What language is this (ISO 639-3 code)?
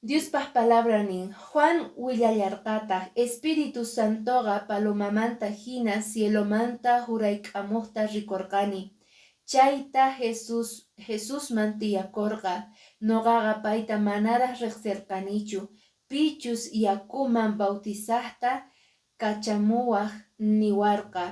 que